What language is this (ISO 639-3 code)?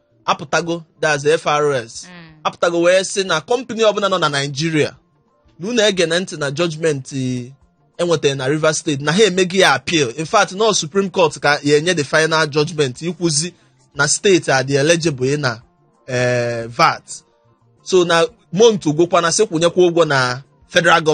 ibo